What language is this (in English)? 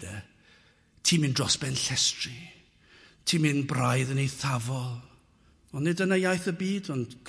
Welsh